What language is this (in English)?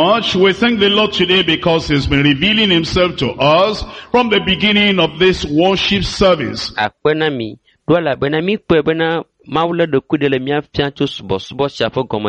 Ewe